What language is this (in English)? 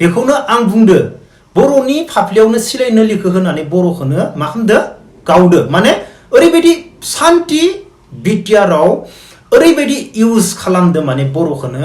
Bodo